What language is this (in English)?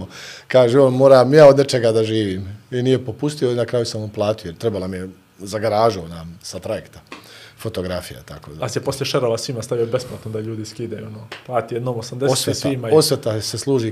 Bosnian